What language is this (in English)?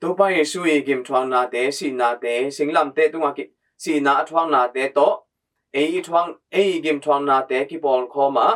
Tedim Chin